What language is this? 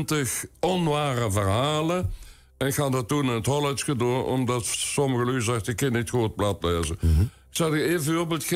Limburgish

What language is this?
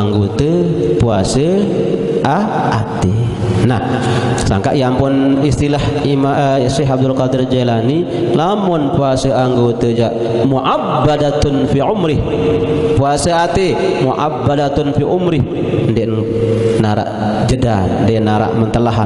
Sasak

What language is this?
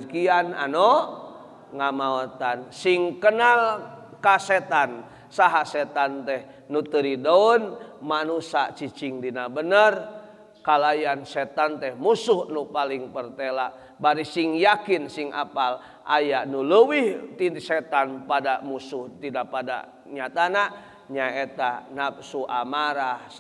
Sundanese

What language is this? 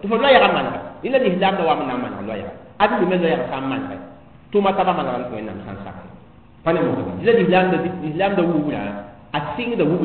Mossi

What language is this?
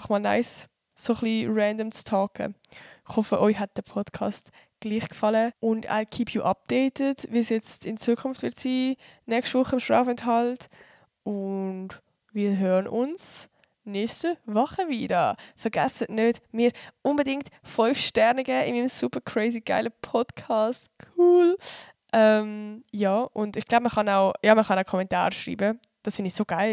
Swiss German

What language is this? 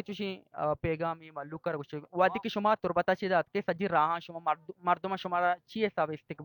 Baluchi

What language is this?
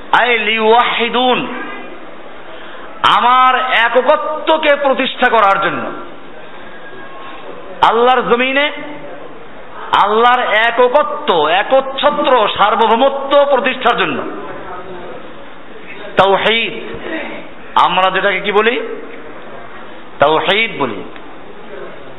Bangla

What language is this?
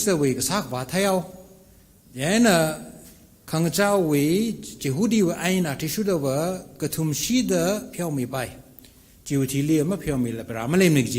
Tangkhul Naga (India)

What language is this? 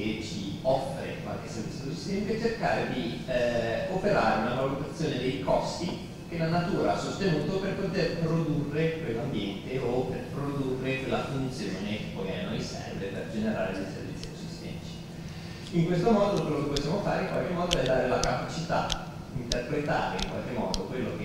Italian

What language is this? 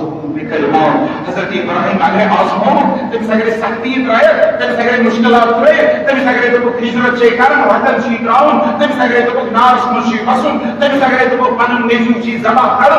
Kashmiri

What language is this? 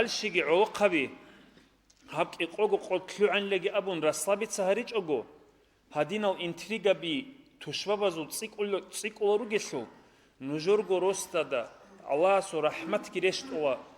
Avaric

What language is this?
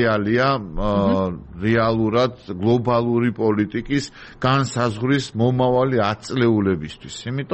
Georgian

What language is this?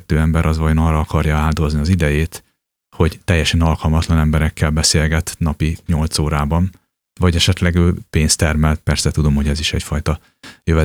Hungarian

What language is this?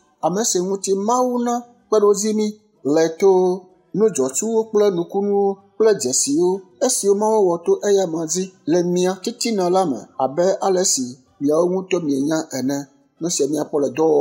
Ewe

